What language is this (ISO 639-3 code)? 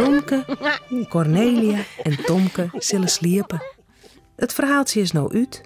fry